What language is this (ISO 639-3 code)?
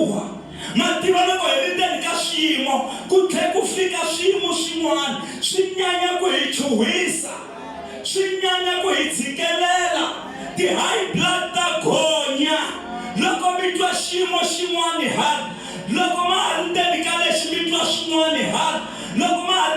tso